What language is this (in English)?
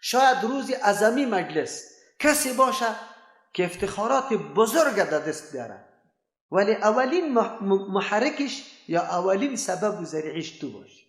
Persian